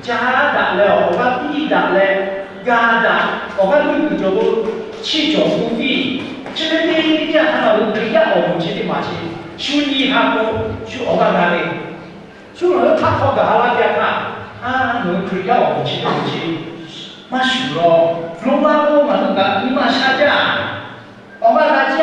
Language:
Lahu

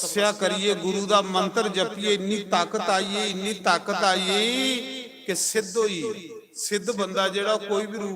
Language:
Dogri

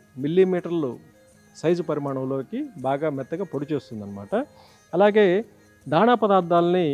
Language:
Telugu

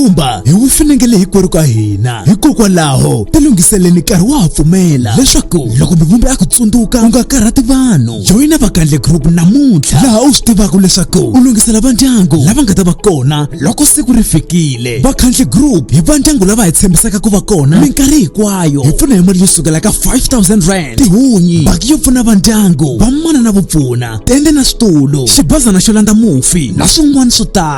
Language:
Tsonga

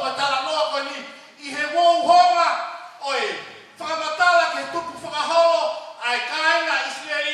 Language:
Tongan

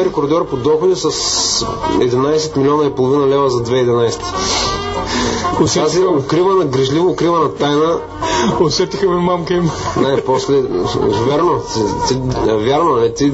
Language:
Bulgarian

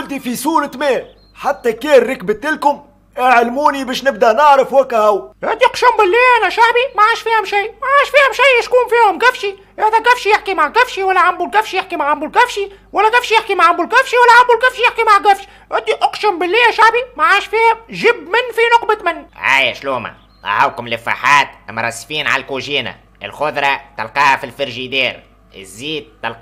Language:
Tunisian Arabic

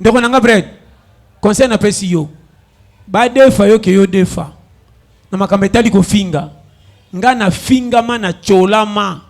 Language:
Lingala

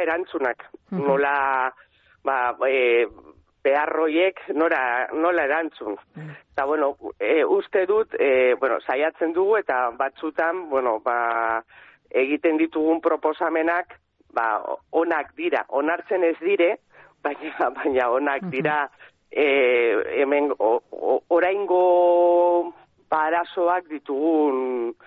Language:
Basque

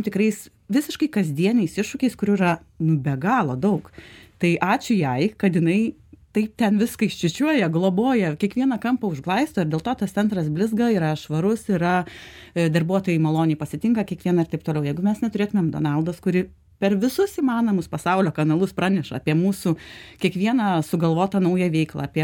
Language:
Lithuanian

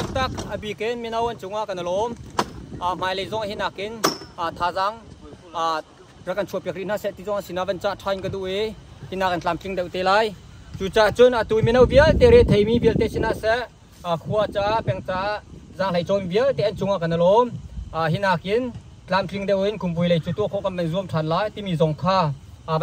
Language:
Hakha Chin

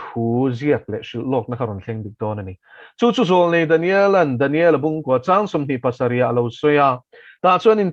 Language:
Mizo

